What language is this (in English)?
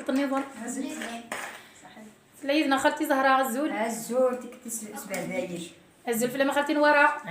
Kabyle